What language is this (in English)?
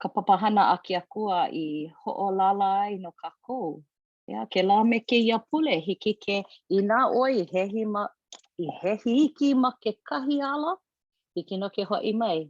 Hawaiian